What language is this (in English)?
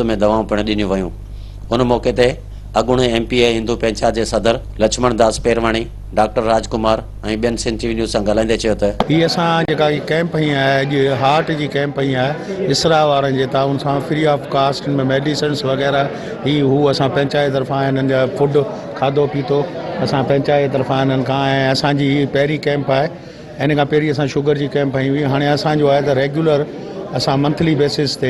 Sindhi